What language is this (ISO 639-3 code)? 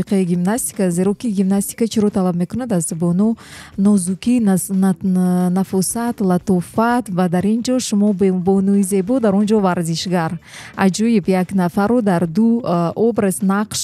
tgk